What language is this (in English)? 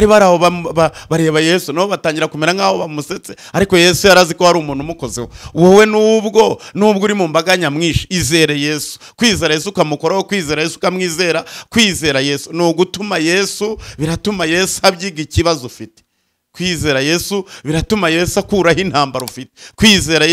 Kinyarwanda